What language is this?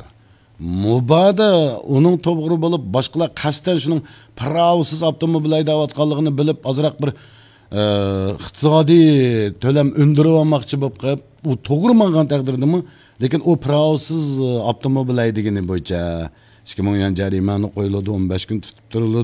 Uyghur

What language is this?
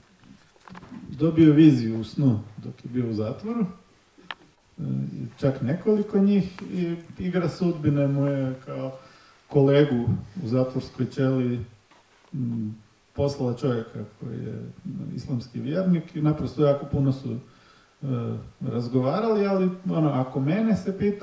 Croatian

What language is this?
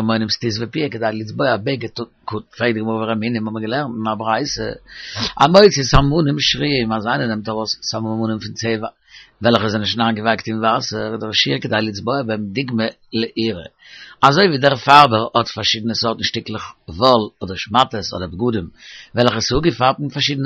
Yiddish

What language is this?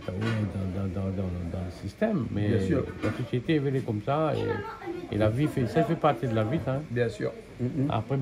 Réunion Creole French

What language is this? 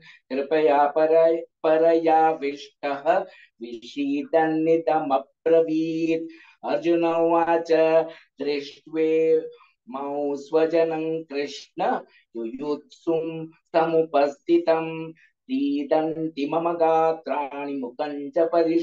Sanskrit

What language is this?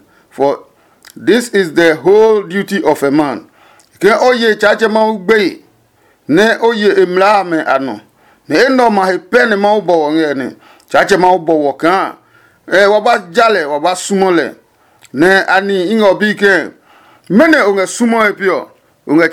Adangme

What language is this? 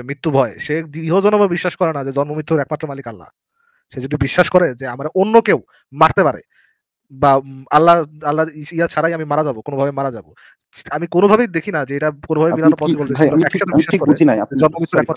Bangla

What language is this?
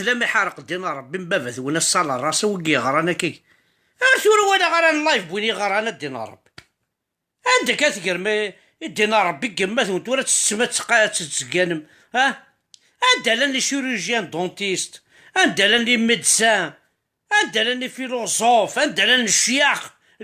Kabyle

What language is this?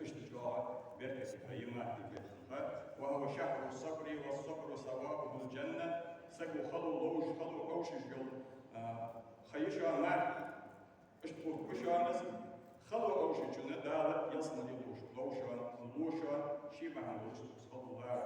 Ingush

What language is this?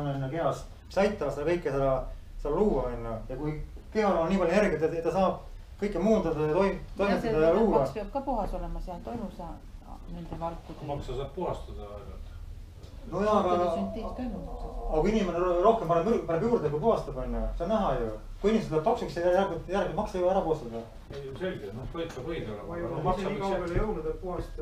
Estonian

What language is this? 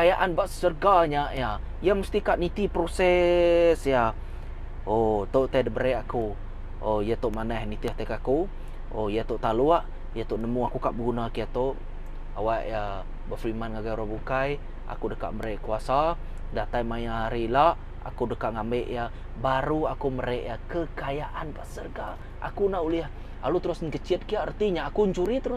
Iban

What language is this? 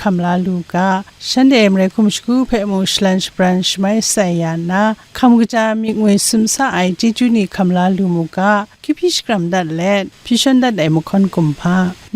Kachin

